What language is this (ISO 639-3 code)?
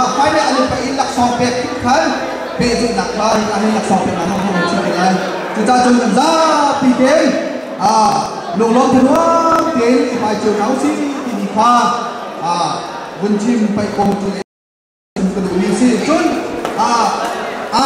cnh